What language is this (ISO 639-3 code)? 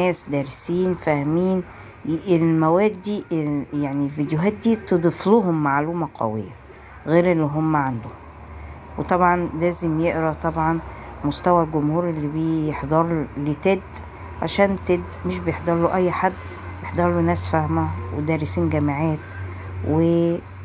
arz